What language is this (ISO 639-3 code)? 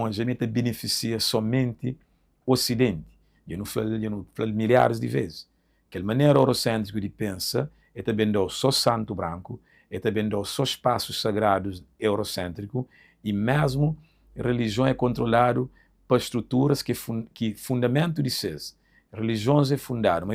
kea